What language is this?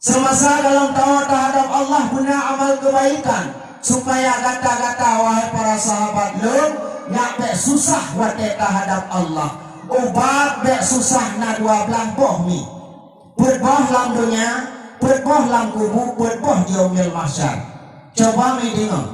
Achinese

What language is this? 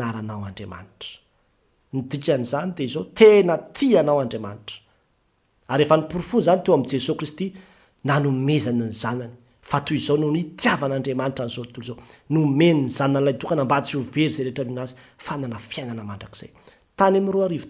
Malagasy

